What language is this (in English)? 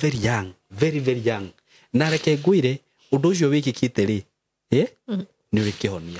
Kikuyu